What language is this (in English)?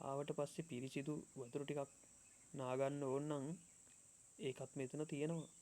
Sinhala